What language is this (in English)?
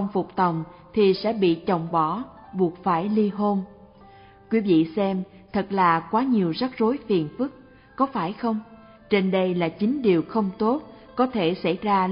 Vietnamese